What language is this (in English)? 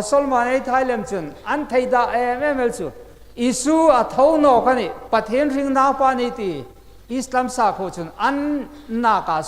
Hmar